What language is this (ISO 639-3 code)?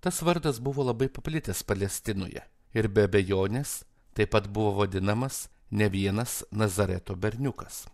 lit